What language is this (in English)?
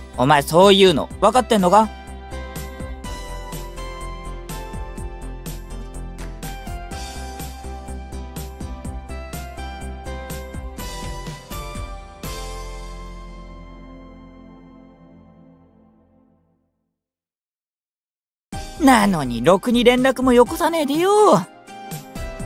Japanese